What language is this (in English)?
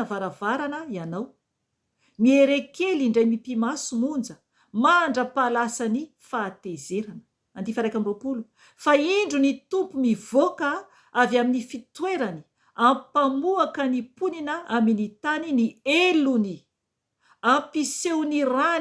Malagasy